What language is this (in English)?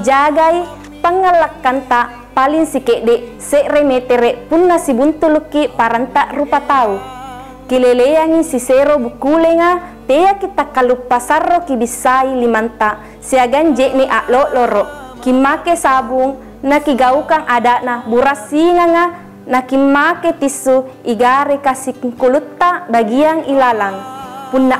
Makasar